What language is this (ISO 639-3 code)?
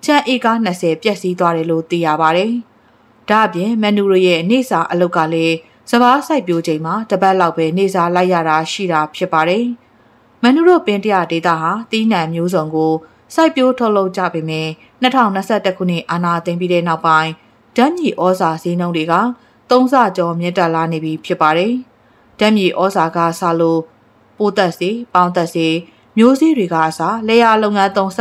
mya